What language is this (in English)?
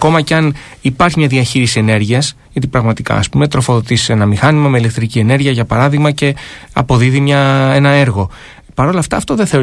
Greek